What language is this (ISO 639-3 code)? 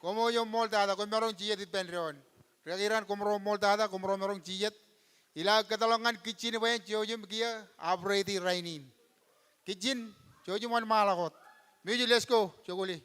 mah